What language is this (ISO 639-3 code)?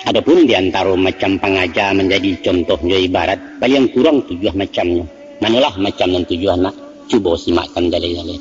min